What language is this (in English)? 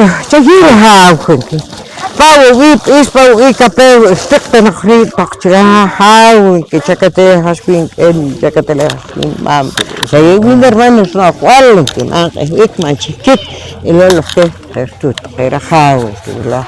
Poqomchi'